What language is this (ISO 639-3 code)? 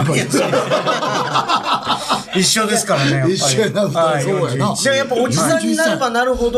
jpn